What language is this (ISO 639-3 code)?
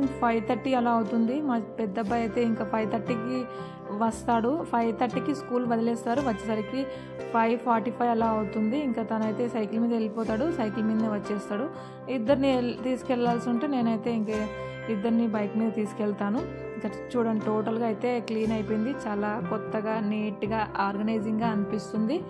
tel